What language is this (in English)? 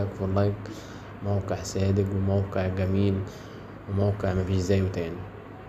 Egyptian Arabic